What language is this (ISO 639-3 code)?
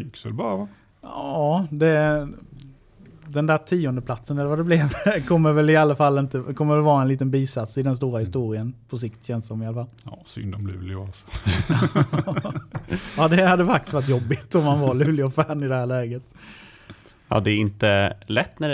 swe